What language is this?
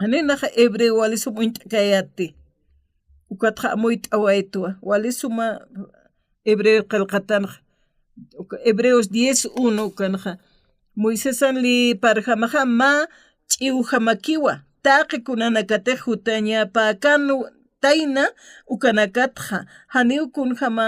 Aymara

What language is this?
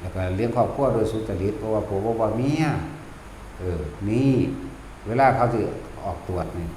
Northeastern Thai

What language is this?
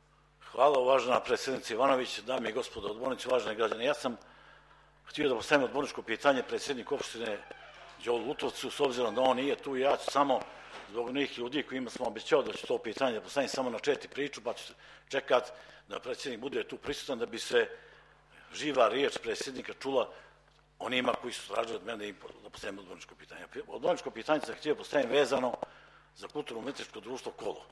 Serbian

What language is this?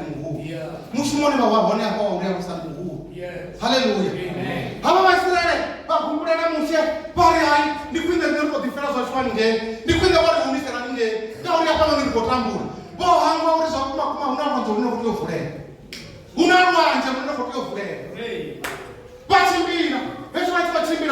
Venda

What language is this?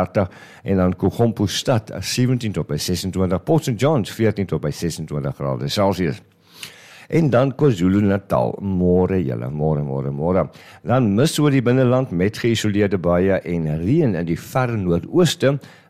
Afrikaans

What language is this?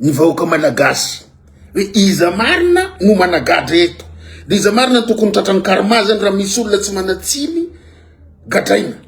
Malagasy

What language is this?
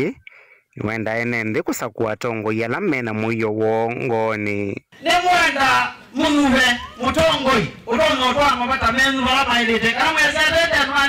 Kamba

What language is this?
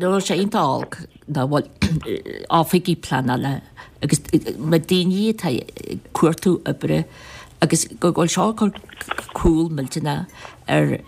Irish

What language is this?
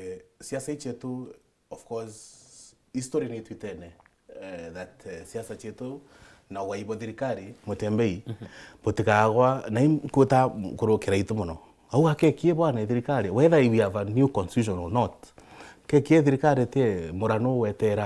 Meru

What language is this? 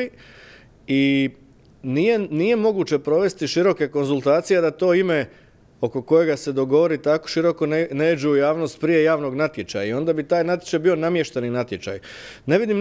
Croatian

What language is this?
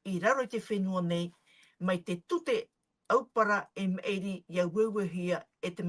Tahitian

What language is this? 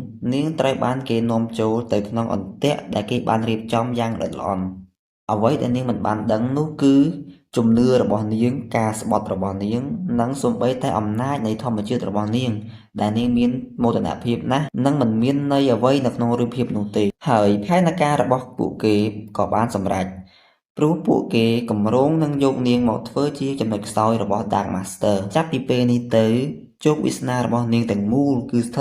Khmer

